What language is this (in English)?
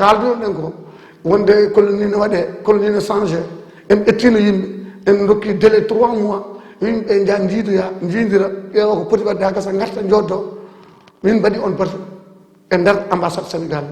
Fula